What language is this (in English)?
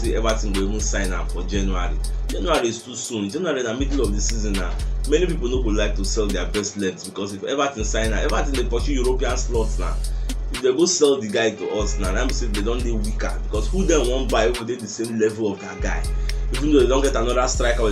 Nigerian Pidgin